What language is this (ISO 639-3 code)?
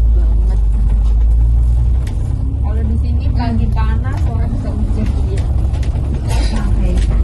ind